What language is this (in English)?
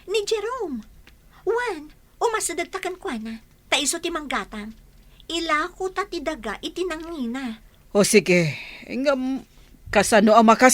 Iloko